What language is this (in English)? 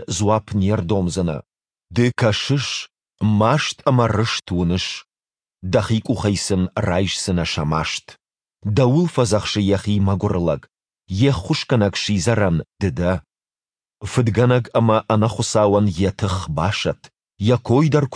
Ossetic